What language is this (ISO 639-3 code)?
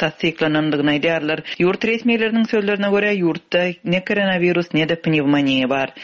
tuk